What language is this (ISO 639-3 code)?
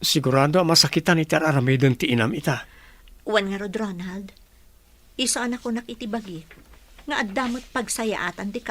ilo